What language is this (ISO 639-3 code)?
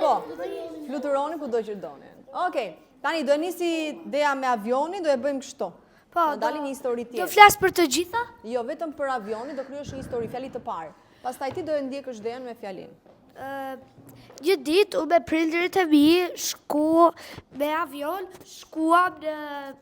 sqi